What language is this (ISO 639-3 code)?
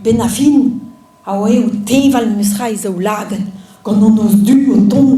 bre